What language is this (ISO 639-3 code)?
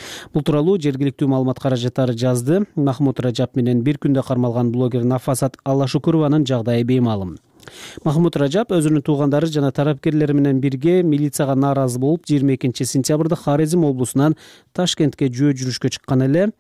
kir